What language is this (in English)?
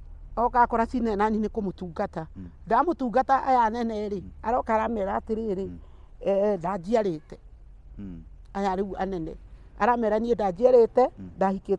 Kikuyu